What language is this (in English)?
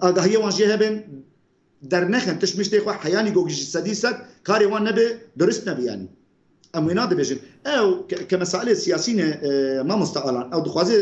Kurdish